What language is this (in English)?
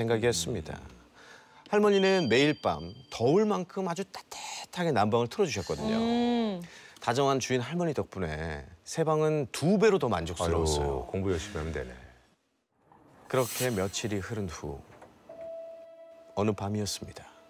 Korean